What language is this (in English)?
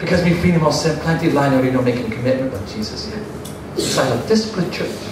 Tok Pisin